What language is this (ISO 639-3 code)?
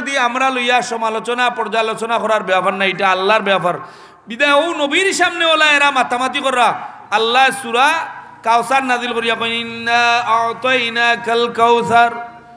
syl